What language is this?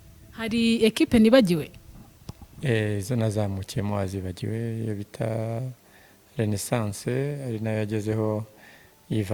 Kinyarwanda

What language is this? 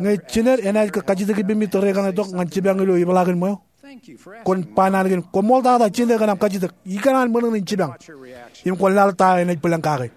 Marshallese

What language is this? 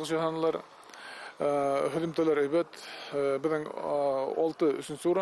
Bashkir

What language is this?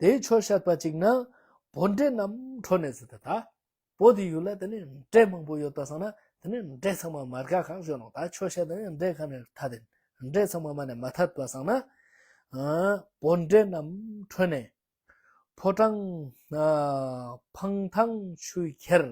Ladakhi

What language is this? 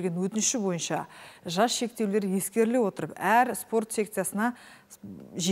Kazakh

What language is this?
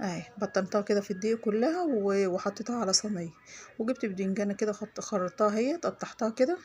Egyptian Arabic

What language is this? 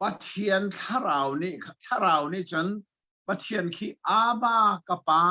Hakha Chin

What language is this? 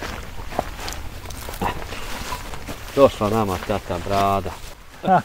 Bosnian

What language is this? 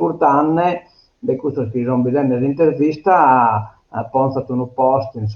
Sardinian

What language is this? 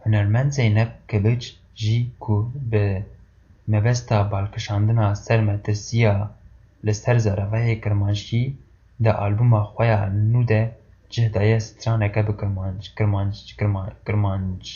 Kurdish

